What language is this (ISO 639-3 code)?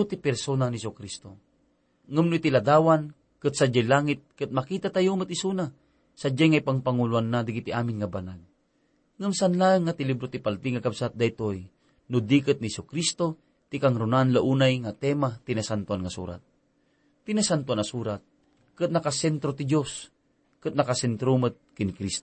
ilo